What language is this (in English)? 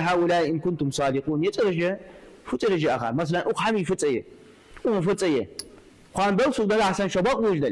Ingush